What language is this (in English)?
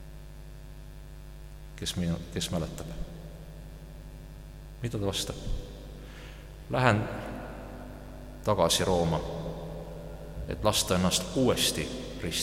Estonian